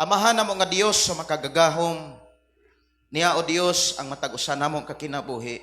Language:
Cebuano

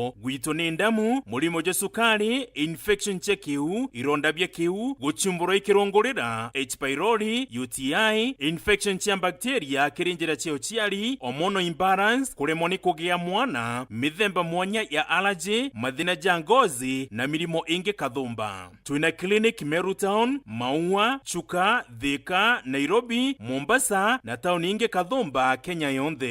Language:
Meru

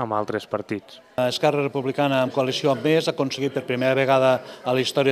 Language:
Catalan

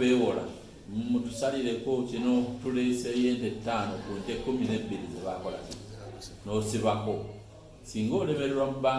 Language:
Ganda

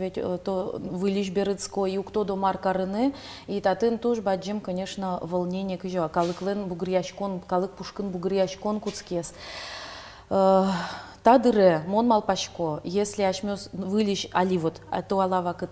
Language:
Udmurt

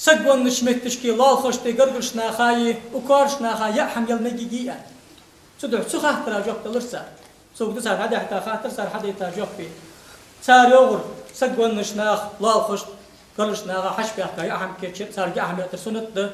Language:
Ingush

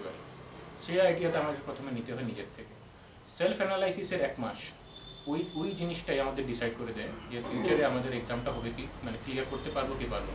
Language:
Bangla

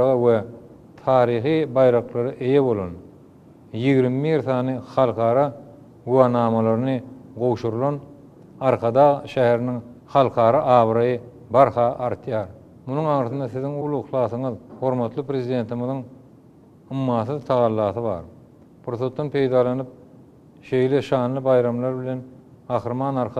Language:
Turkmen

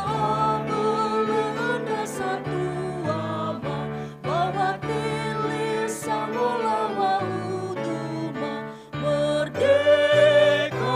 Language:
Nias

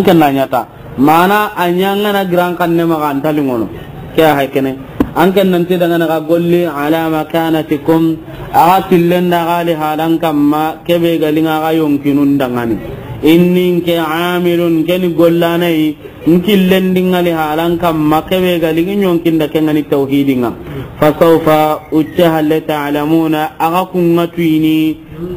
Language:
Soninke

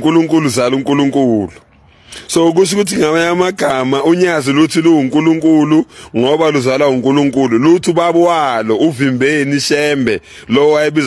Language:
Zulu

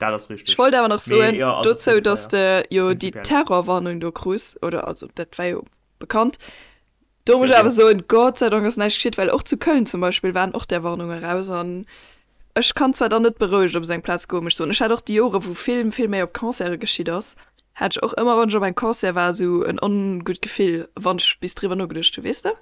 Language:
Luxembourgish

